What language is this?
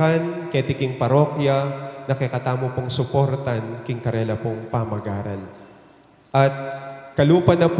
Pampanga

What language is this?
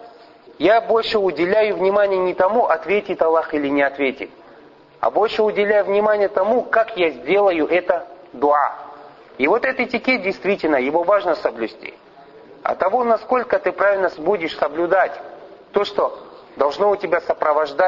Russian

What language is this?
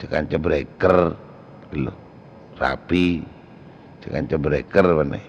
Madurese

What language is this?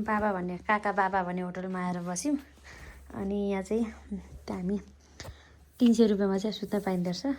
Nepali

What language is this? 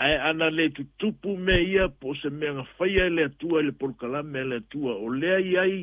Samoan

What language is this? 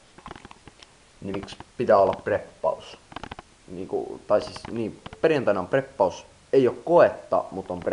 Finnish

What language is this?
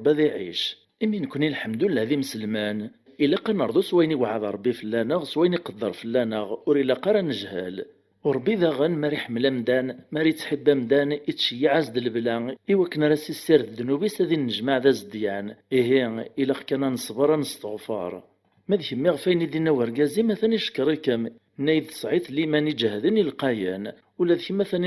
Kabyle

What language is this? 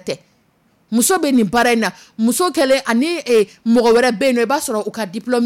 Dyula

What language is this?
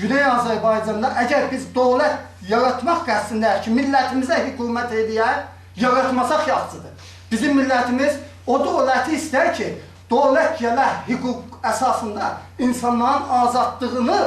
South Azerbaijani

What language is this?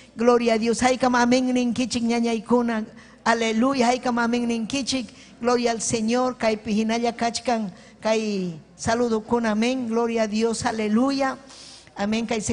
Ayacucho Quechua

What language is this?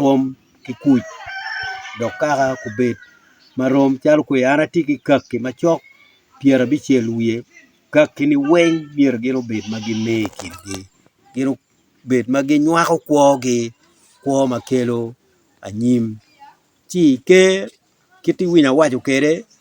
Acoli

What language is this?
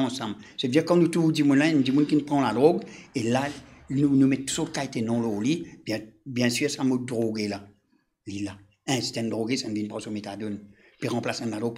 Morisyen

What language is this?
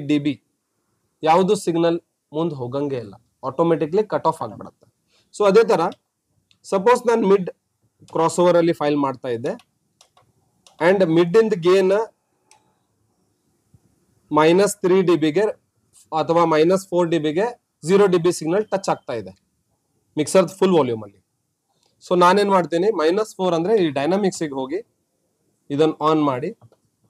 Kannada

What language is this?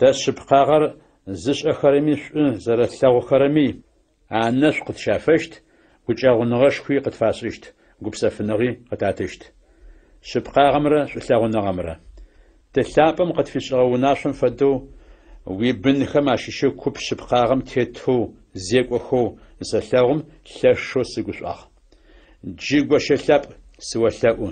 Adyghe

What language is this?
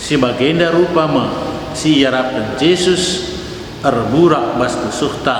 Batak Karo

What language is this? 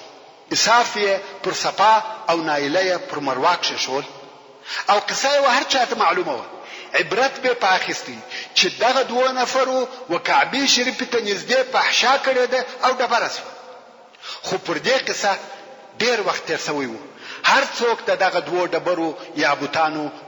Pashto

